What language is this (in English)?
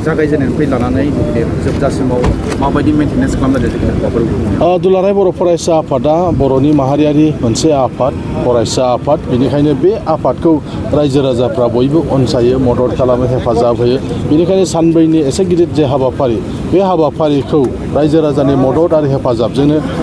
Bodo